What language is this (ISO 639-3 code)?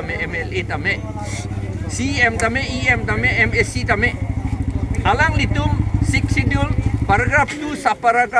mjw